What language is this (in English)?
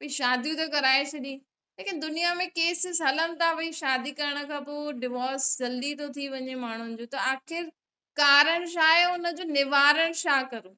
Sindhi